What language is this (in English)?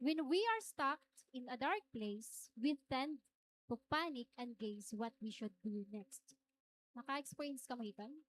Waray